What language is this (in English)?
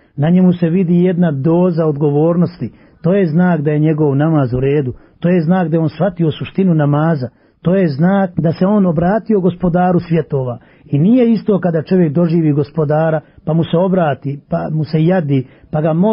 Bosnian